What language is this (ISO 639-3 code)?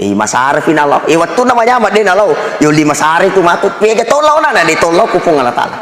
bug